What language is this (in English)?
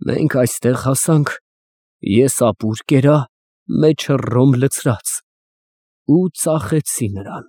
Armenian